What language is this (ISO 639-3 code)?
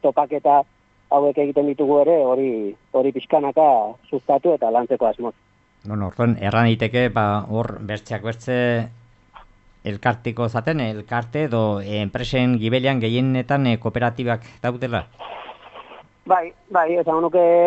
eus